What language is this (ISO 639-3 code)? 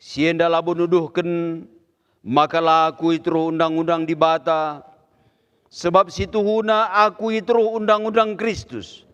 btx